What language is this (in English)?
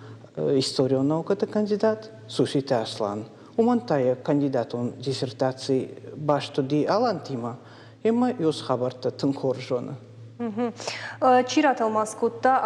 Ossetic